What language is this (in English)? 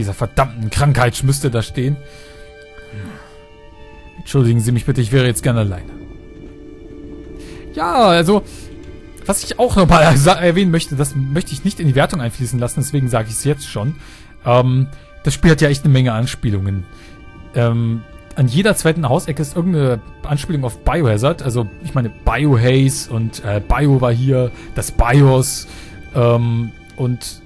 German